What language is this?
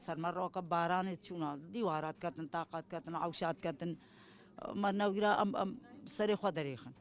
Kurdish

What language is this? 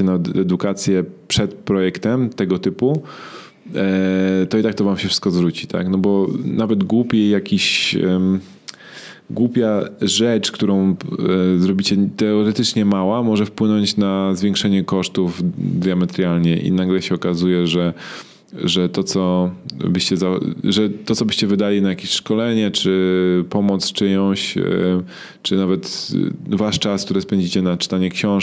Polish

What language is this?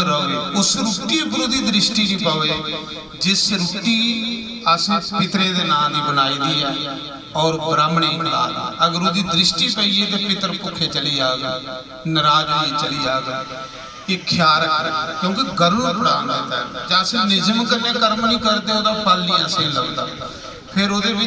Dogri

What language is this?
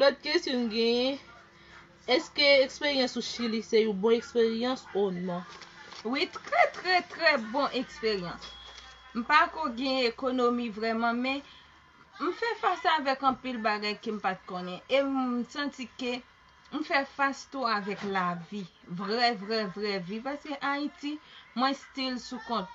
Haitian Creole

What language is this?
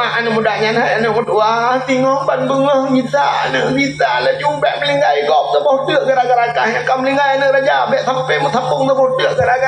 Achinese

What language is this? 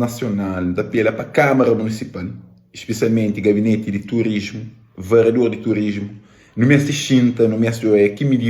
Kabuverdianu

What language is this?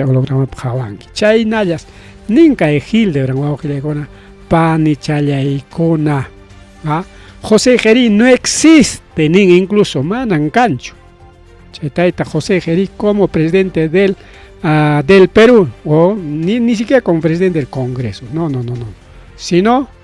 Ayacucho Quechua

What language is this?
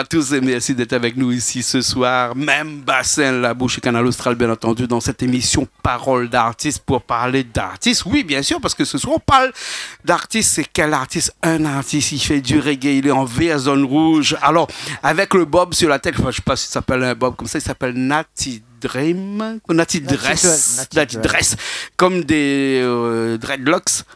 Réunion Creole French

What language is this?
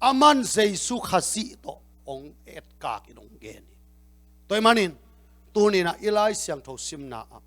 Tedim Chin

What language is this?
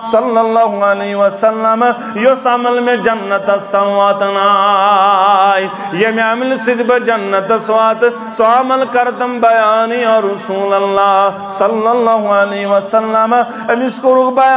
Kashmiri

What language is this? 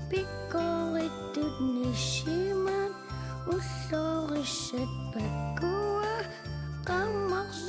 Kalaallisut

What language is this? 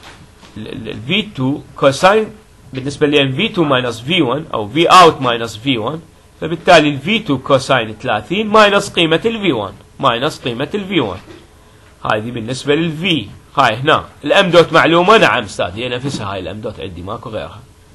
Mesopotamian Arabic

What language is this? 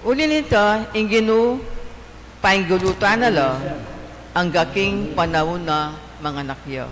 Pampanga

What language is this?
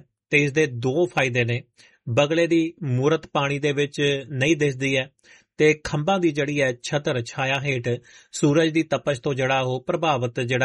Punjabi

